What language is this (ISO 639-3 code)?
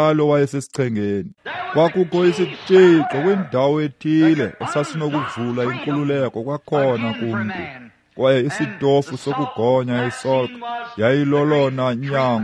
xho